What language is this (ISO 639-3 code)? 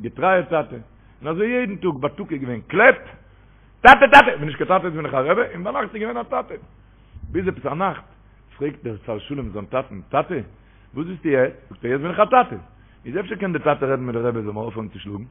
yid